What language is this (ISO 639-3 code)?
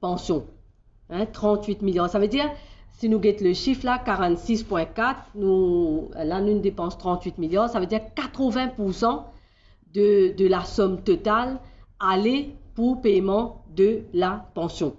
mfe